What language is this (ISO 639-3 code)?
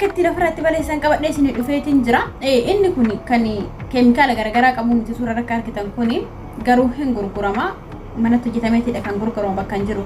orm